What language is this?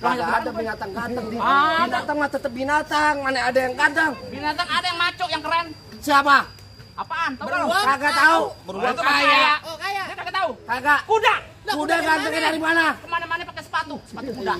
Betawi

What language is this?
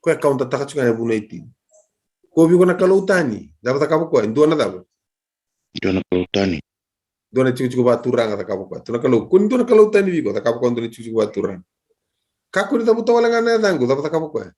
Fijian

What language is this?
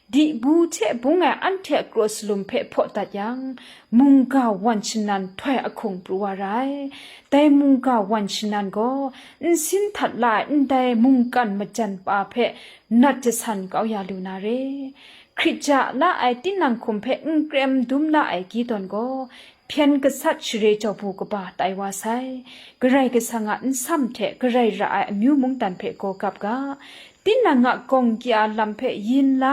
Kachin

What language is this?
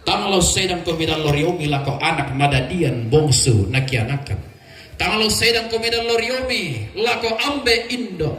Toraja-Sa'dan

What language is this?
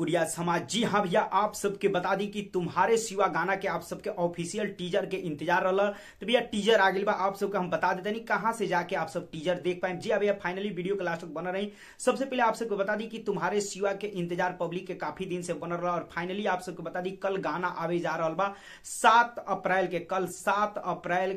Bhojpuri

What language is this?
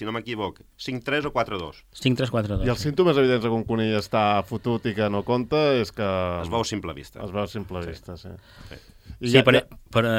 Catalan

